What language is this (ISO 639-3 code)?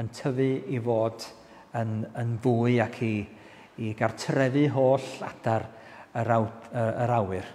cym